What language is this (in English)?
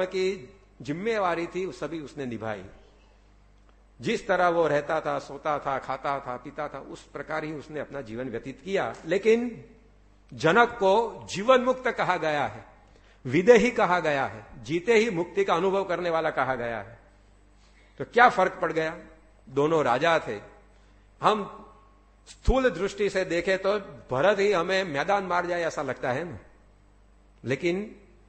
Hindi